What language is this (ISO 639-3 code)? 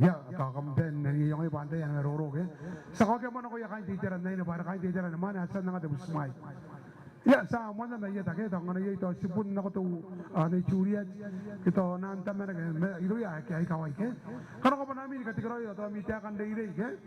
gil